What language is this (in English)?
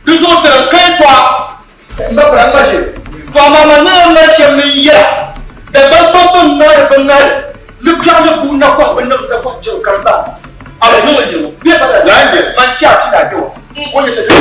Dagbani